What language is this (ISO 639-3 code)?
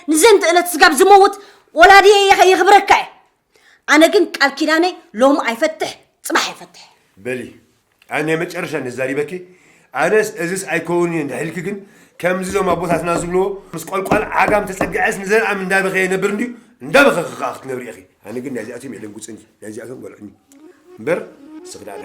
tir